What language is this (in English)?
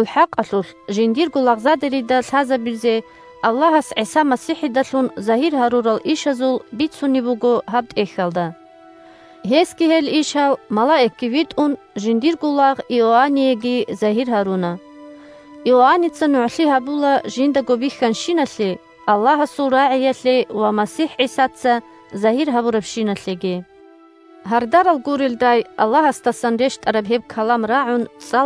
Avaric